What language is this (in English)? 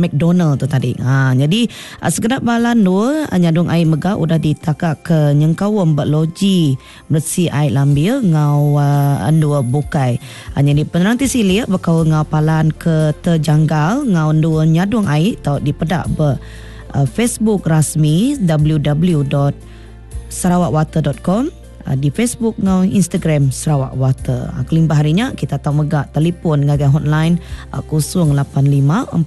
Iban